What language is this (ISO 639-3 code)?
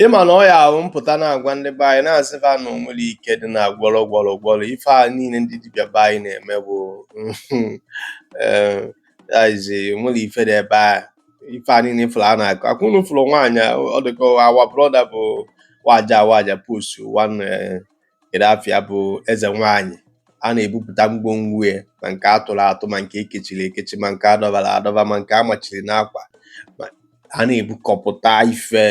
ibo